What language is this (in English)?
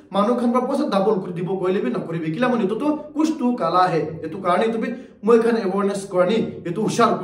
Naga Pidgin